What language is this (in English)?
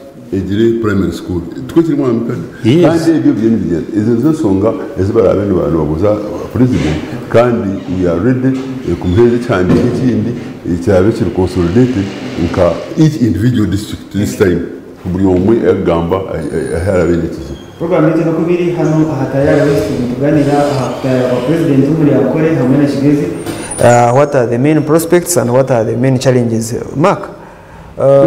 Nyankole